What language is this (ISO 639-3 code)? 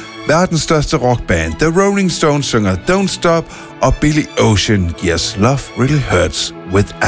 dan